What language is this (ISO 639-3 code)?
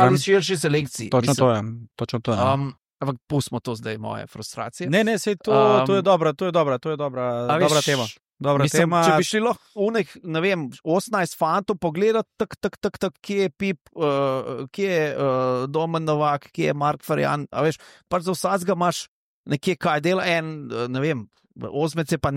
slv